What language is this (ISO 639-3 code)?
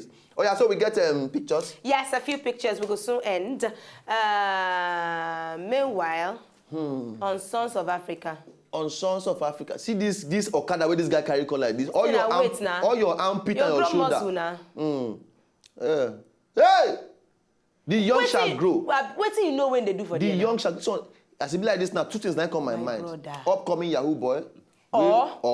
pcm